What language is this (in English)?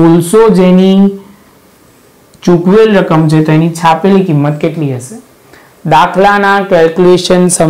Gujarati